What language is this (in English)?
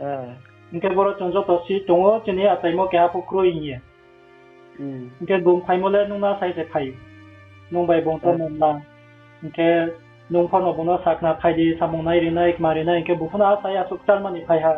Riang (India)